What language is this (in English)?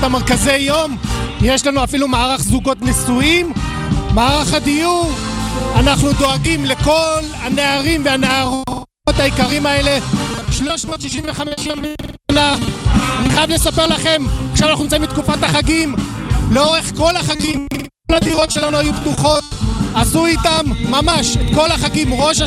Hebrew